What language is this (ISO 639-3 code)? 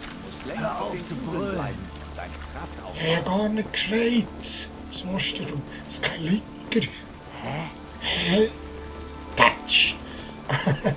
gsw